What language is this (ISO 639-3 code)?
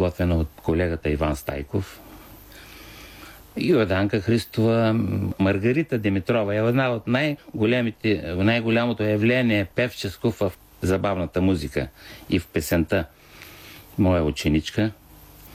bul